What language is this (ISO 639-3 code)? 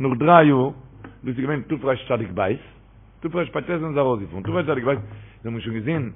yid